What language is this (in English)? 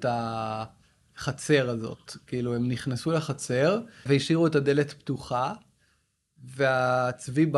Hebrew